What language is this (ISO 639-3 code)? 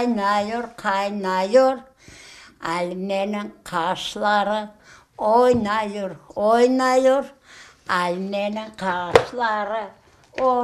crh